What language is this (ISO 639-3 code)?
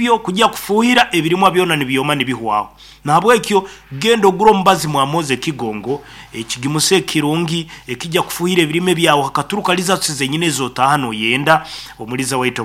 nyn